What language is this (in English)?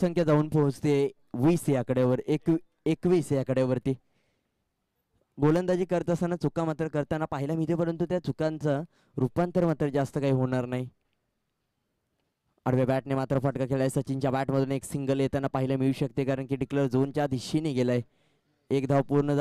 Marathi